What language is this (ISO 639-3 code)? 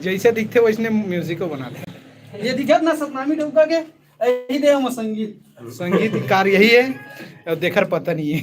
hne